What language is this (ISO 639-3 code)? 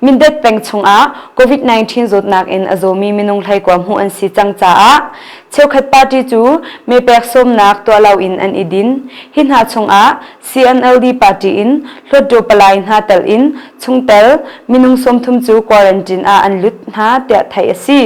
cnh